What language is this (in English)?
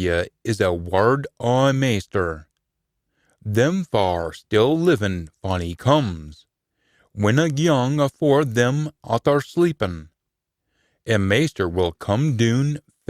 Scots